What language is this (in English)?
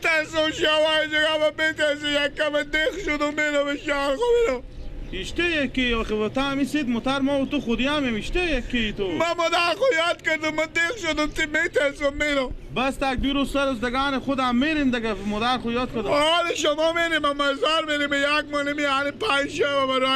Persian